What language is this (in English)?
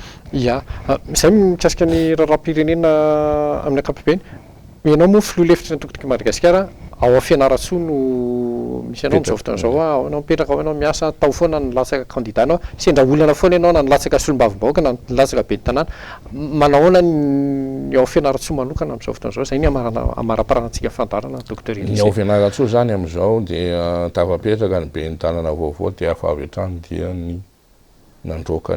Malagasy